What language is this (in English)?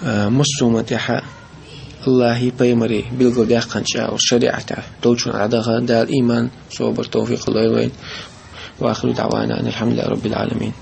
Chechen